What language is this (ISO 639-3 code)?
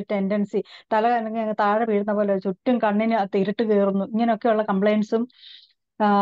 mal